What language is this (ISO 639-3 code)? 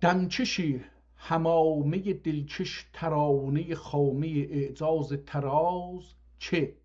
azb